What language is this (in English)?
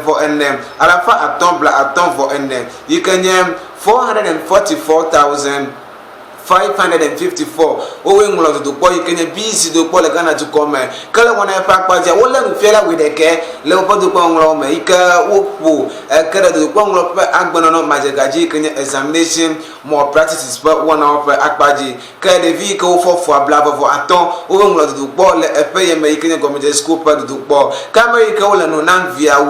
Ewe